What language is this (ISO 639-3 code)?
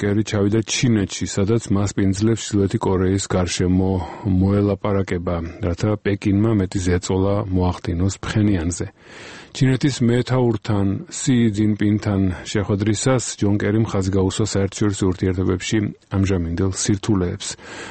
kat